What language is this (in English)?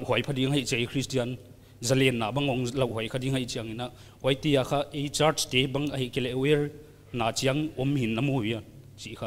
Paite Chin